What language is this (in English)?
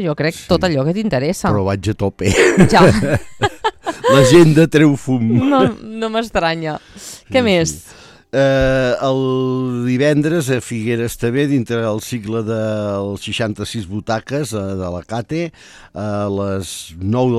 Catalan